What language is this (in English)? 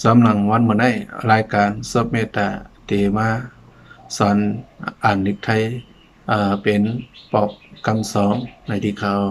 Shan